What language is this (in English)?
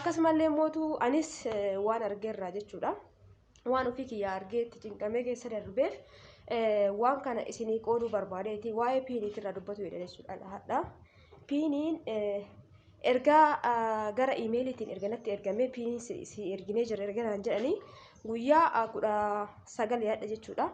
Oromo